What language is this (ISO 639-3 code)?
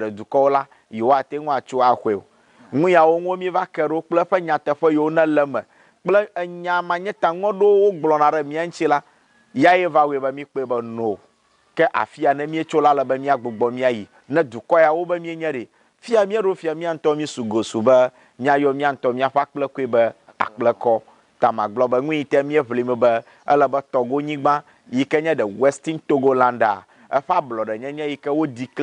ewe